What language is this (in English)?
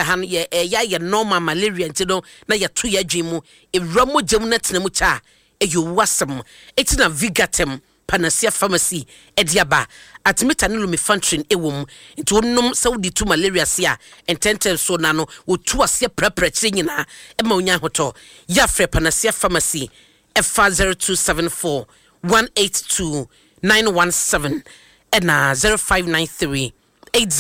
Akan